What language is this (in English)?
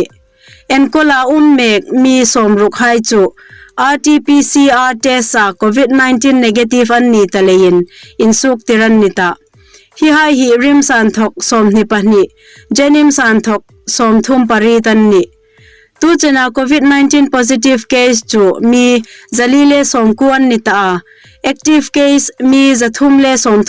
Hmar